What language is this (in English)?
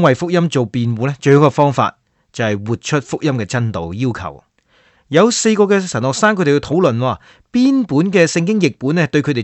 Cantonese